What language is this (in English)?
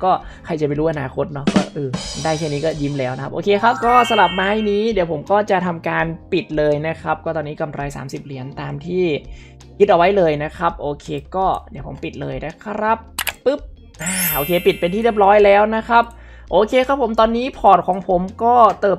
Thai